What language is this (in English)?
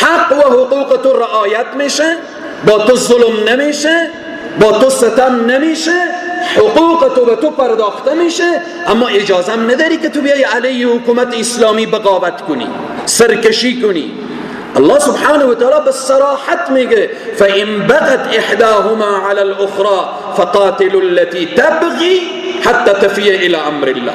Persian